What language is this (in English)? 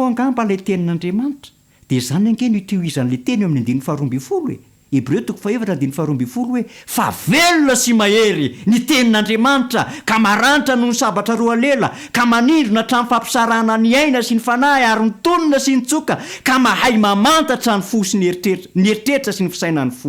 Malagasy